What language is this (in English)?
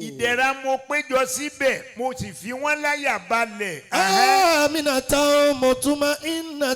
Yoruba